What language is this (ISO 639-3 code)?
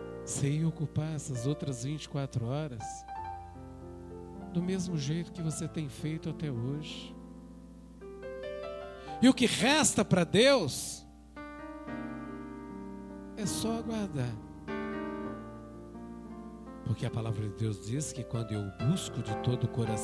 por